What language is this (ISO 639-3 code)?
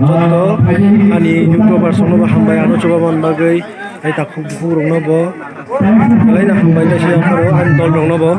trp